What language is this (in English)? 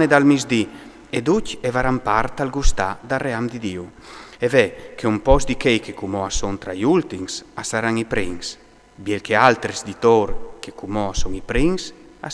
Friulian